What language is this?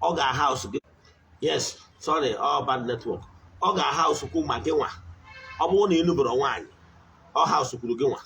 Igbo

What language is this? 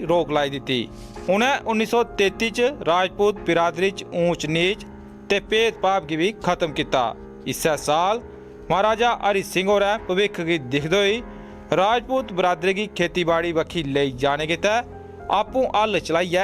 Dogri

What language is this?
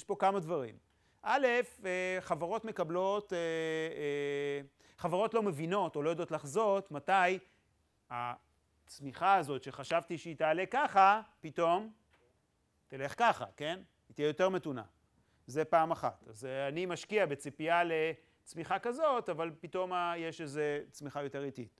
Hebrew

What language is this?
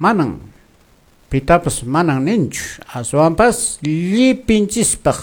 Quechua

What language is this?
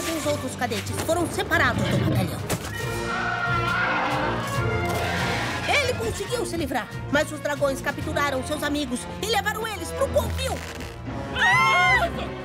Portuguese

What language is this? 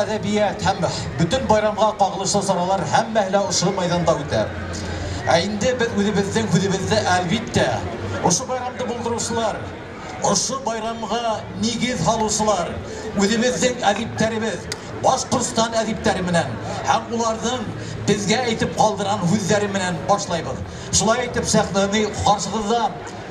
Bashkir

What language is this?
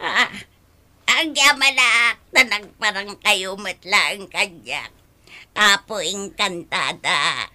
Iloko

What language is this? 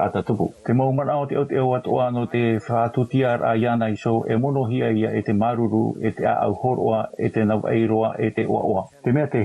Tahitian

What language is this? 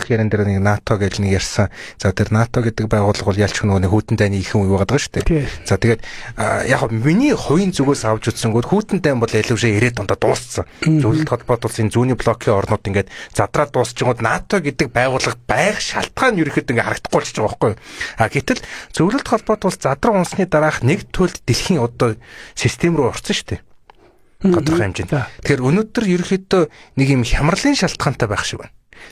Mongolian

